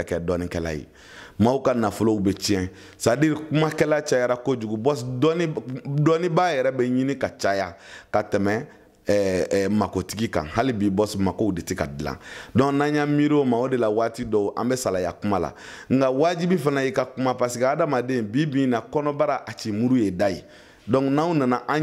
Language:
Bambara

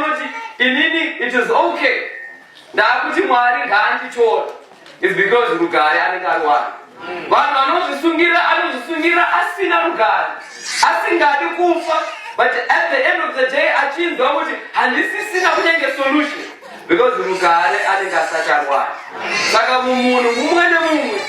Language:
Shona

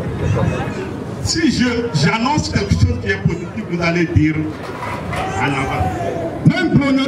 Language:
French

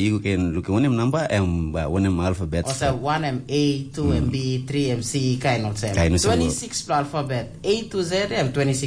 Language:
Tok Pisin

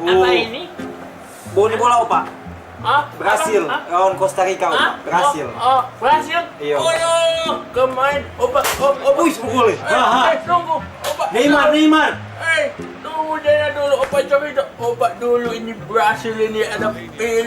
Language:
Manado Malay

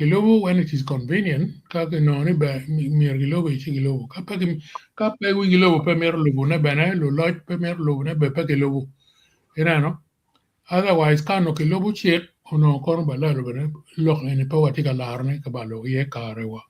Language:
Acoli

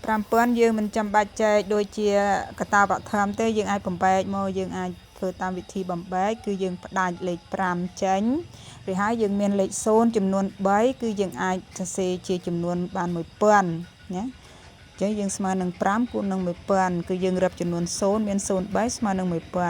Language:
Khmer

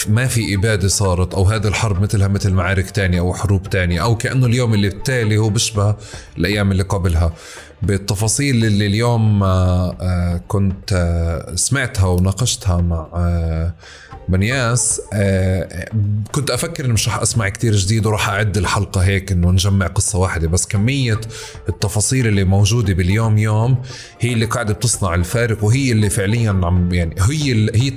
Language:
North Levantine Arabic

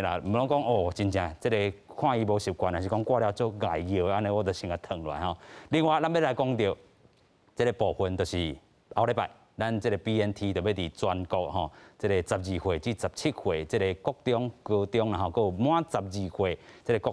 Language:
Min Nan Chinese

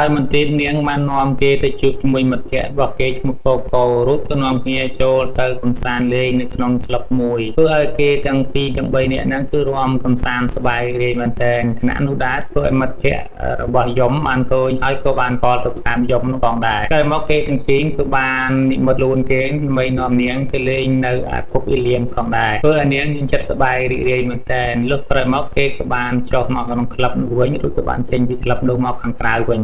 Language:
Khmer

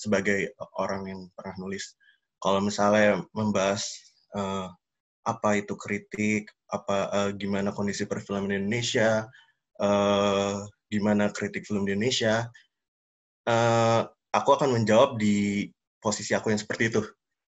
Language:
Indonesian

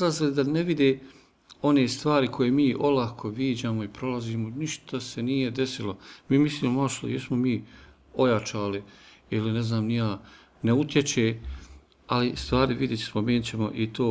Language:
Bosnian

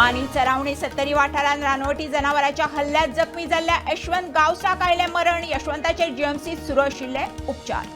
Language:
Konkani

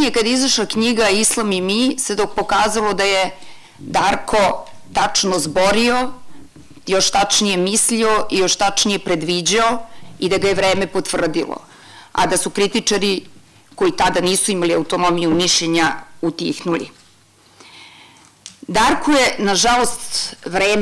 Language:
Serbian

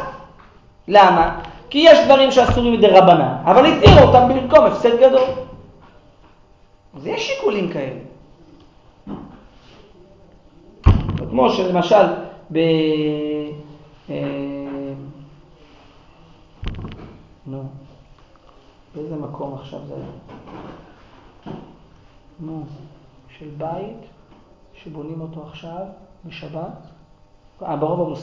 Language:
Hebrew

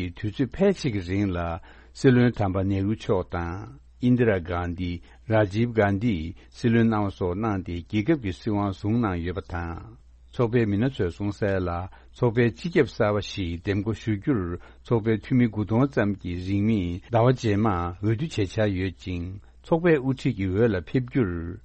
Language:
Tibetan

